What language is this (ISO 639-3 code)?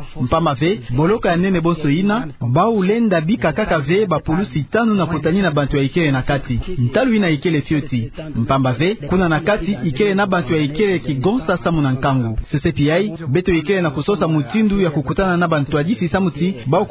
ktu